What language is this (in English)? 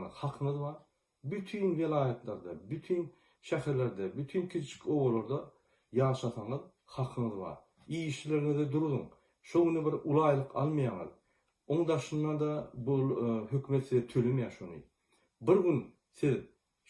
Turkmen